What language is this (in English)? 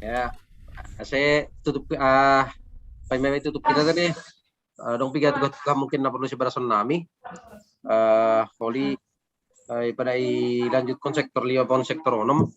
Batak Simalungun